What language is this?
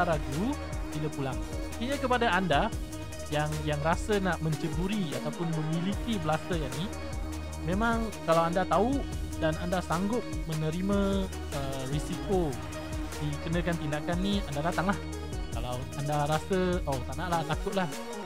Malay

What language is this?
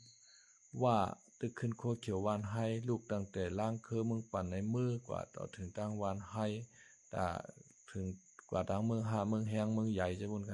Shan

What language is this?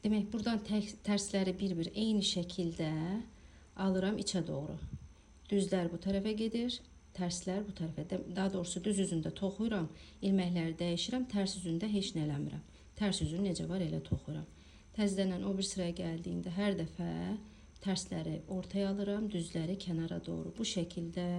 Azerbaijani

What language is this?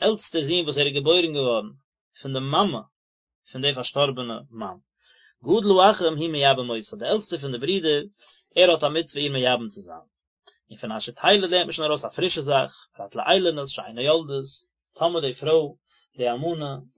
Yiddish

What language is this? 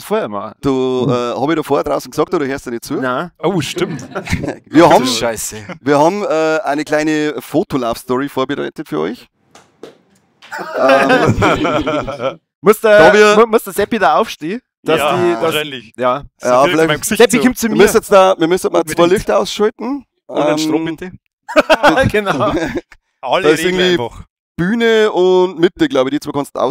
Bavarian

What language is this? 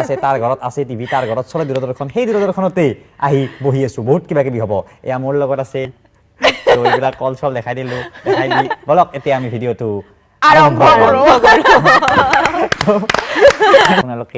Assamese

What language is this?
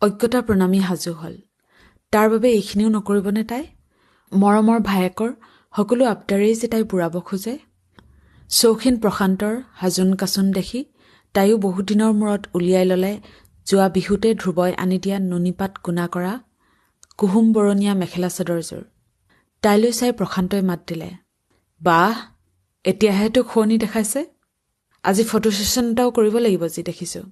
Assamese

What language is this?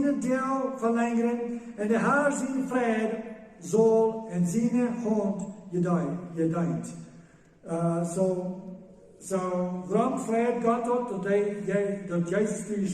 Plautdietsch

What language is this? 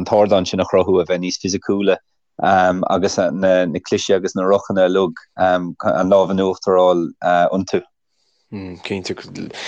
Irish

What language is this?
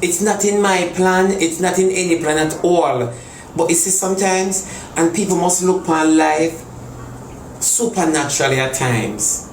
Jamaican Creole English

